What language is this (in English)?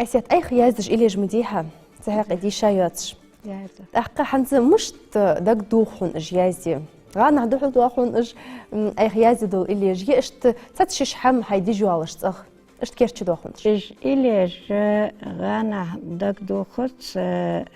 Ingush